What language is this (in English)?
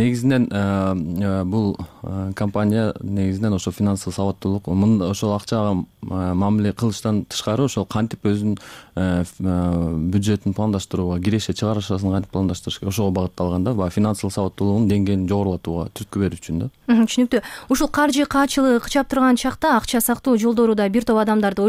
Kyrgyz